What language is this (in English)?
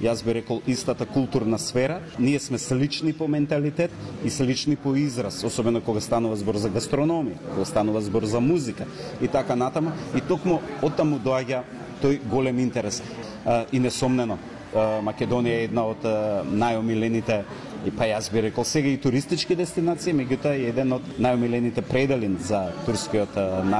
Macedonian